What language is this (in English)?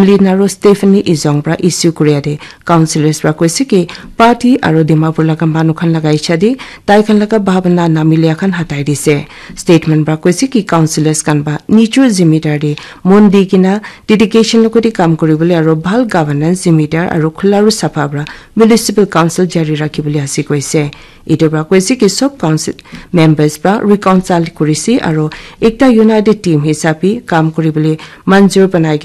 Naga Pidgin